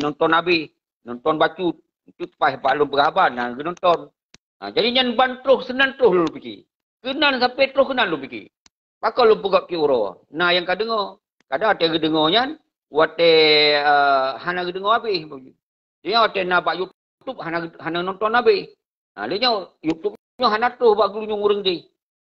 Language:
Achinese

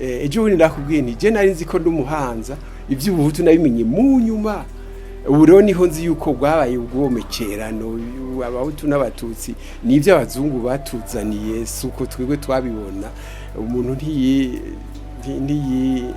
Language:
Rundi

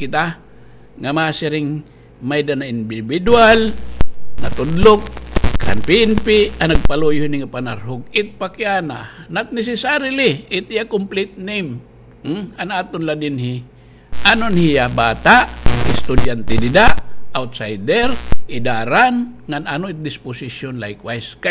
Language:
Waray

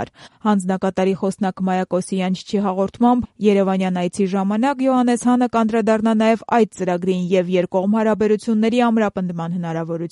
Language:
Armenian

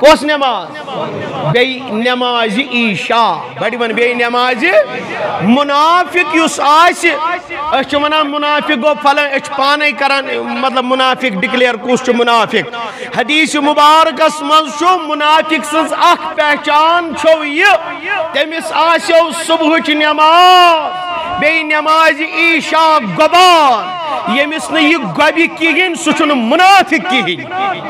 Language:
Kashmiri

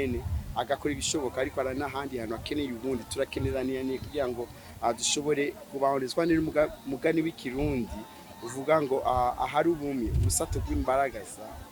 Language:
Rundi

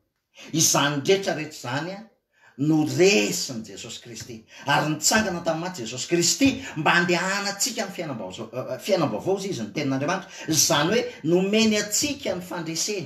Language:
Malagasy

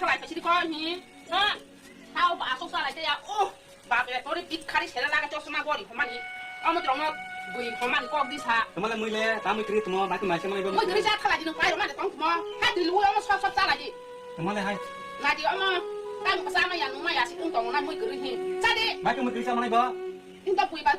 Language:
Kok Borok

